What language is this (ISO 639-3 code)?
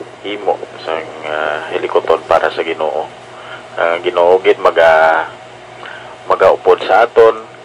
hil